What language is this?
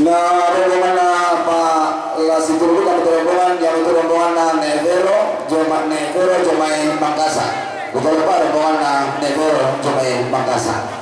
Toraja-Sa'dan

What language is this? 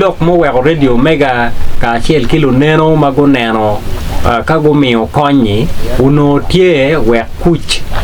Acoli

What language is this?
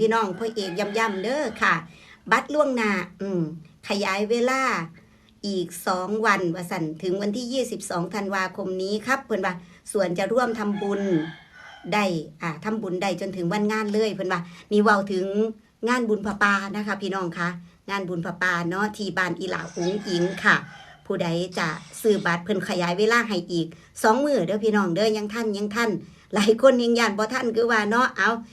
Northeastern Thai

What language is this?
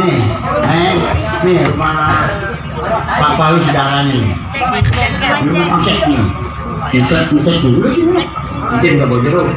Betawi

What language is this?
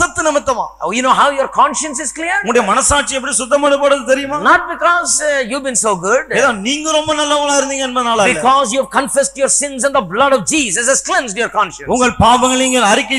Tamil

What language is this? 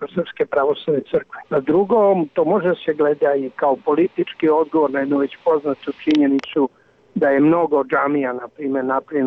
Serbian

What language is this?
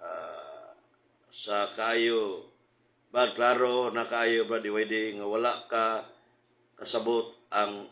Cebuano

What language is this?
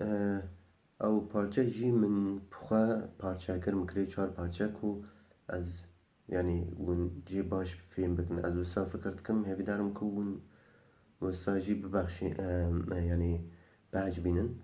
Kurdish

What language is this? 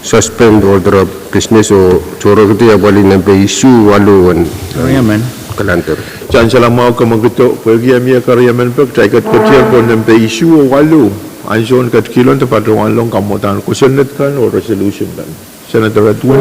Pohnpeian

